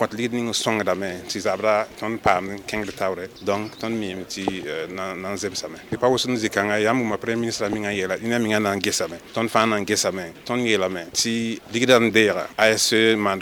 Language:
Mossi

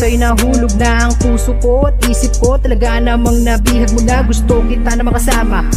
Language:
Filipino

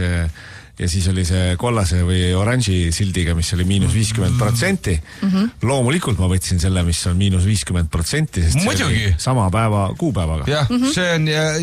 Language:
Estonian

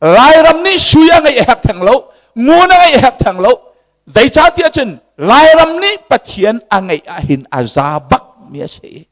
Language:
Hakha Chin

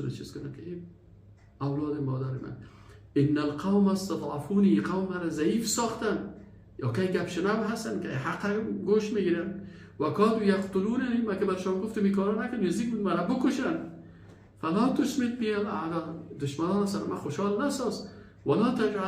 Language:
Persian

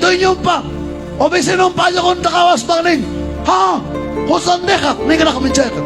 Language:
Ayacucho Quechua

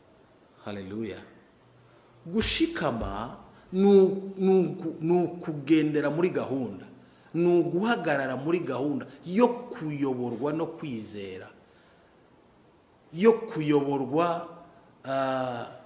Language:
Kinyarwanda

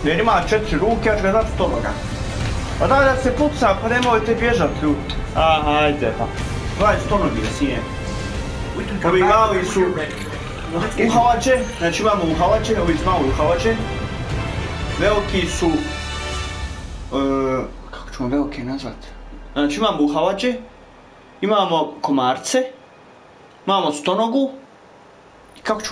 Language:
Croatian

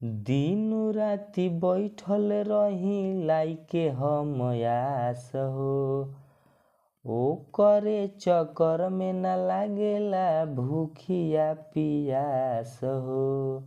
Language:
Bhojpuri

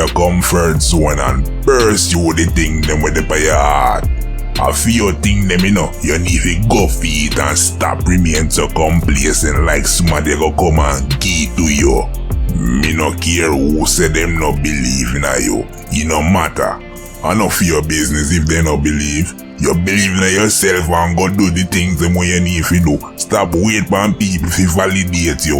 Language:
Jamaican Creole English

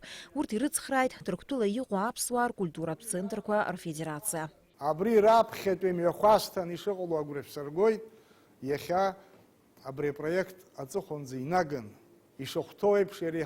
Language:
Abkhazian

